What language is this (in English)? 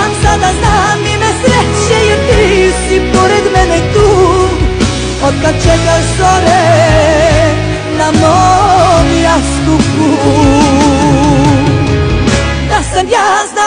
Serbian